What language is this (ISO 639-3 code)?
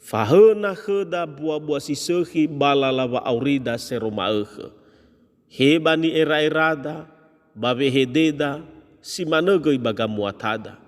nia